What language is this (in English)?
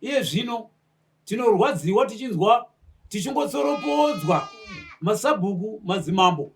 Shona